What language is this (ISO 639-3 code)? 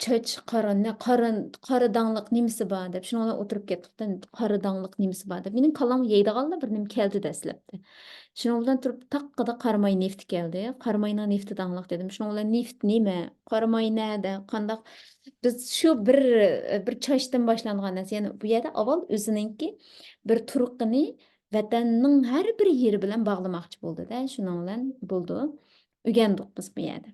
uig